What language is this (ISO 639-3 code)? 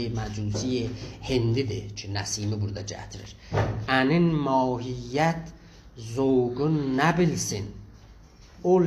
azb